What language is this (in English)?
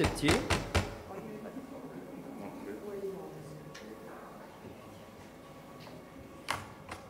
French